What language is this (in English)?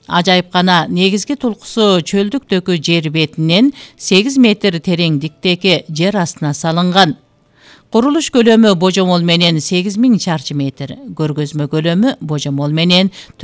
Kyrgyz